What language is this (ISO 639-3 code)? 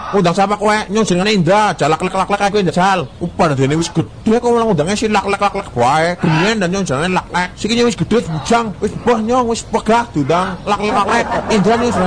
jav